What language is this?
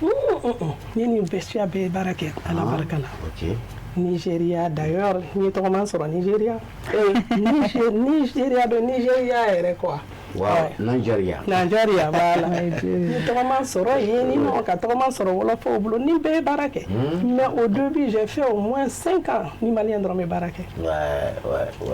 Bambara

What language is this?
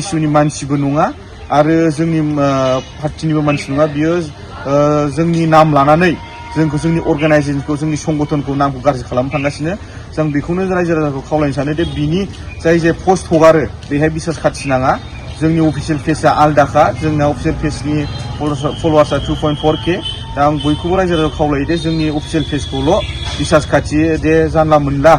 Bodo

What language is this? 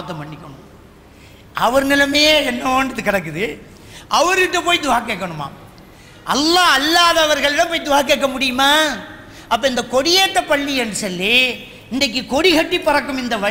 Tamil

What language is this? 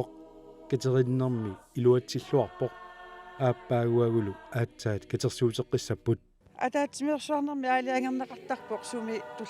Kalaallisut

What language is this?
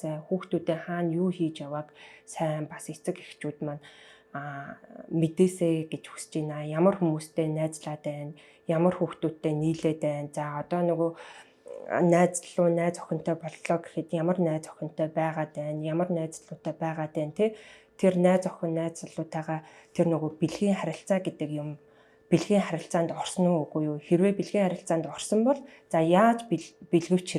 Mongolian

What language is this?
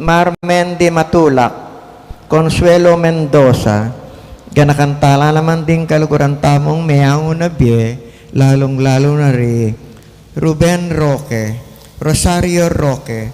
Pampanga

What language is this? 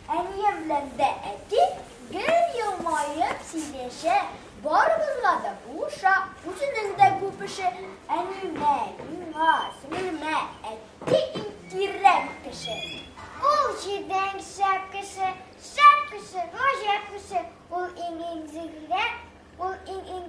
Tatar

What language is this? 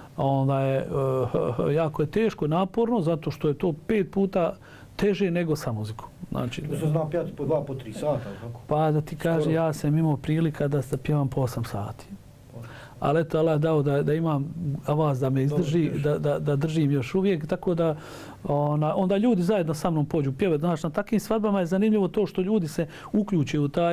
Bosnian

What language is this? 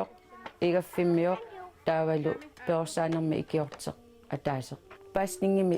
Kalaallisut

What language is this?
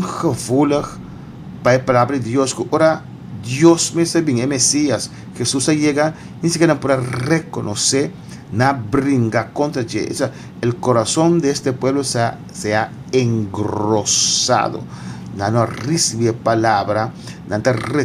Papiamento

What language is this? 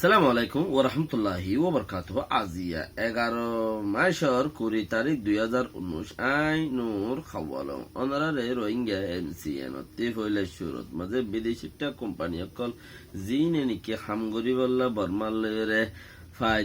Rohingya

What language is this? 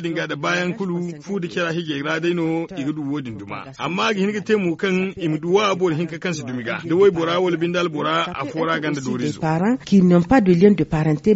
Zarma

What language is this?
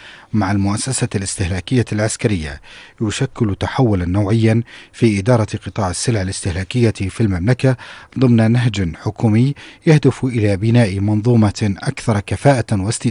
Arabic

